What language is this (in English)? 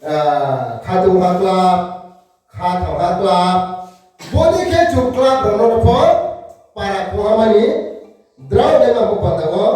Riang (India)